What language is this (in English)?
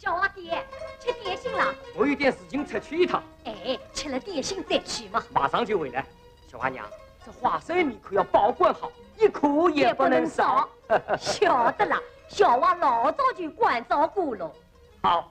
Wu Chinese